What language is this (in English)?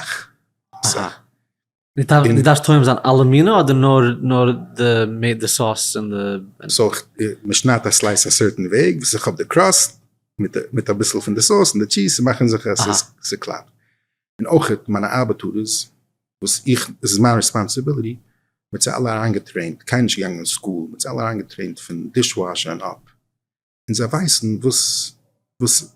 Yiddish